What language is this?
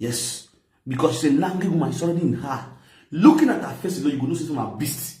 Nigerian Pidgin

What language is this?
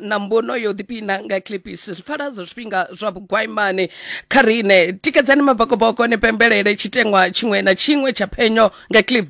Venda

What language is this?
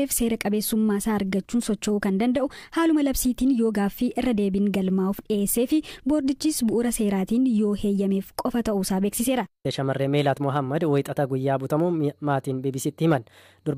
Oromo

